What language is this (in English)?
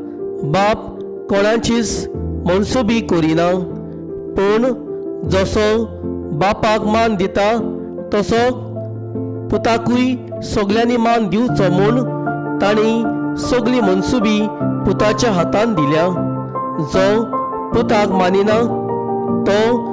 Konkani